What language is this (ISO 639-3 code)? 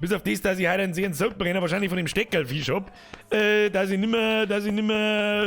bar